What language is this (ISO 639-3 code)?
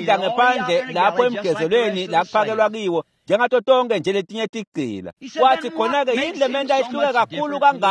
ssw